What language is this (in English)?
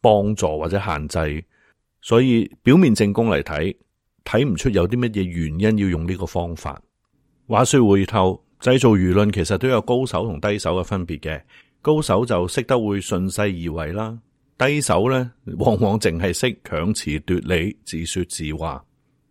Cantonese